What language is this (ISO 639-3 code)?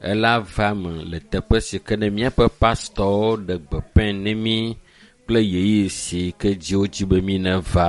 ewe